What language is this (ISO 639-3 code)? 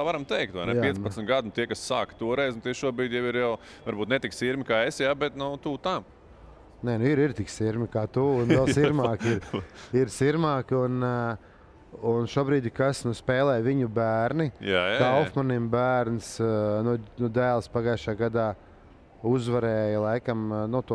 lav